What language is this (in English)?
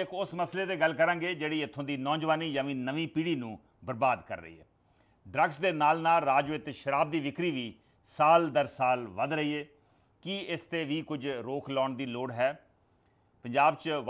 Punjabi